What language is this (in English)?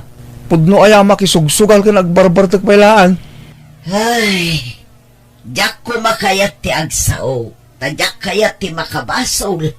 Iloko